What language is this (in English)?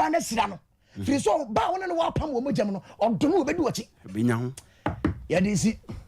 Akan